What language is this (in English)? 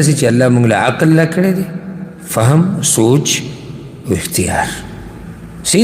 Pashto